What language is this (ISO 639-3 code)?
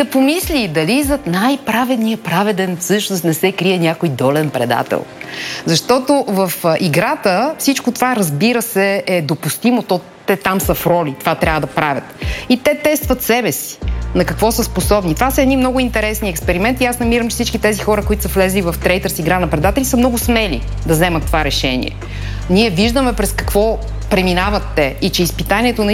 bul